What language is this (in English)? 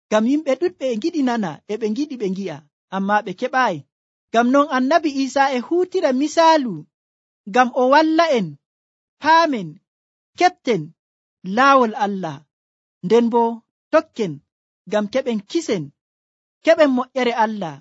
Nigerian Fulfulde